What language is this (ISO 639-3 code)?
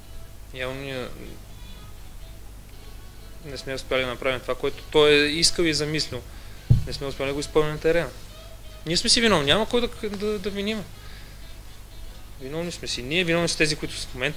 bul